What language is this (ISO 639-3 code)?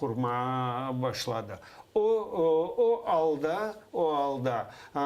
crh